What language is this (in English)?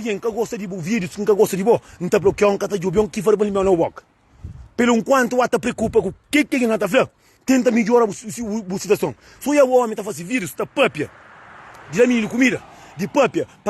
Kabuverdianu